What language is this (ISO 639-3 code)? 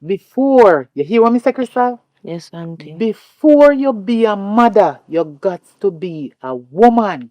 jam